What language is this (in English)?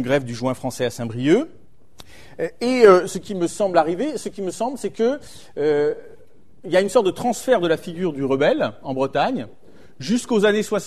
French